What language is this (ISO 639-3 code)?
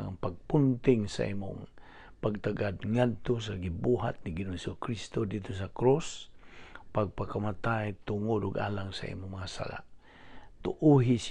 ceb